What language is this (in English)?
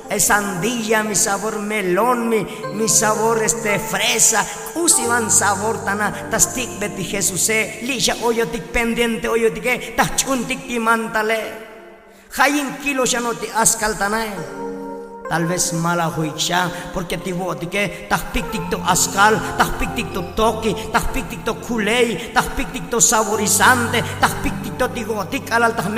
Tzotzil